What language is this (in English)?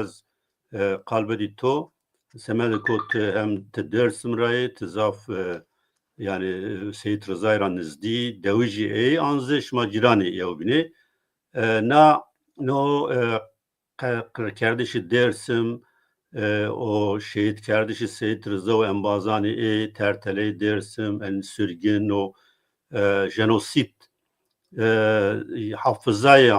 Zaza